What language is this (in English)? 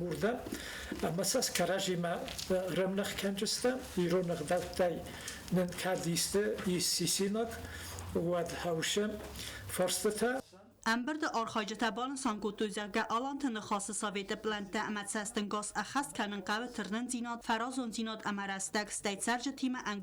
Ossetic